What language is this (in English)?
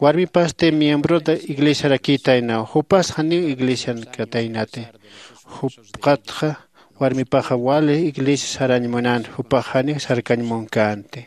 Aymara